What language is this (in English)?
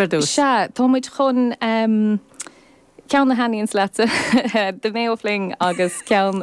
Irish